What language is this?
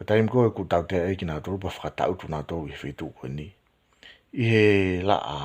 Tongan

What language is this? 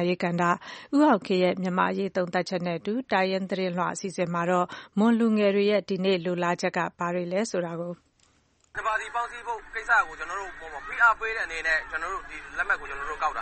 Burmese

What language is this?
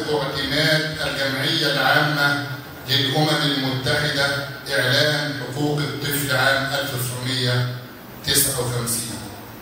Arabic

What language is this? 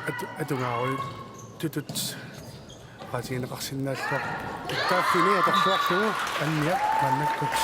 Kalaallisut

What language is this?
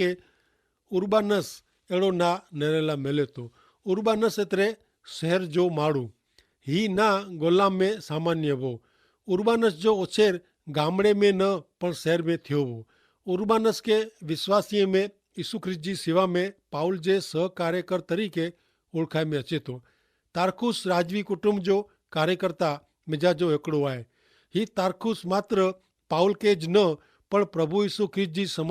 Kachhi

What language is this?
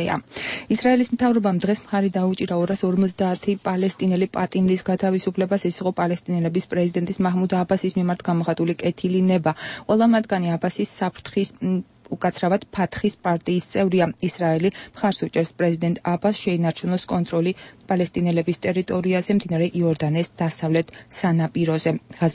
Georgian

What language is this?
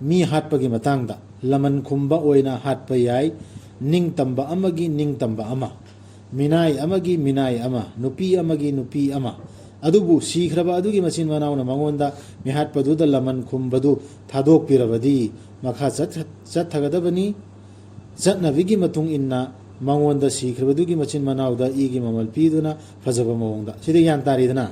Manipuri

